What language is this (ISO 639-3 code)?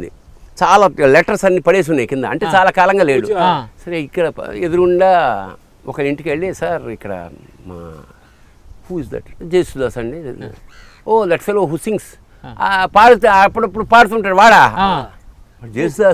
tel